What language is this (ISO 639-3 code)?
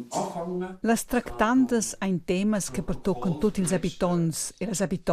roh